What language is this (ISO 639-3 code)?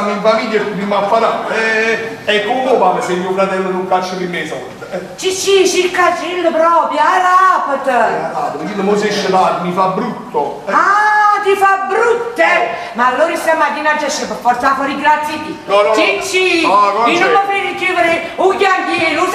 nap